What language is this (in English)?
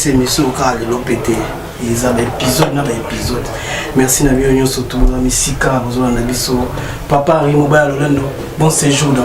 Lingala